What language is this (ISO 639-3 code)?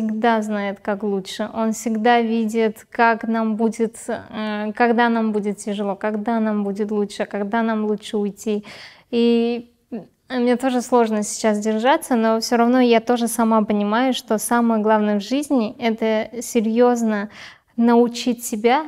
rus